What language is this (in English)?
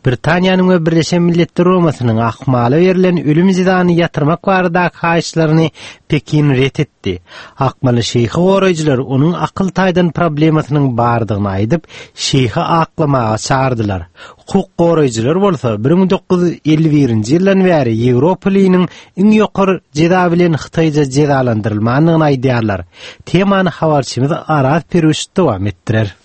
Turkmen